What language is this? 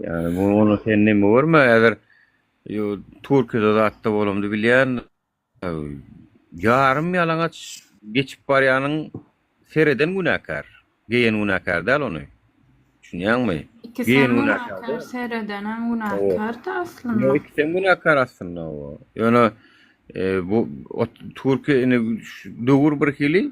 Turkmen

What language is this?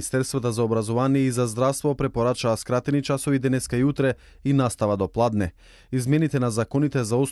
Macedonian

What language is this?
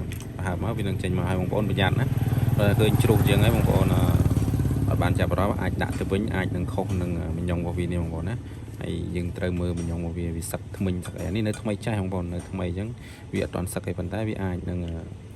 Khmer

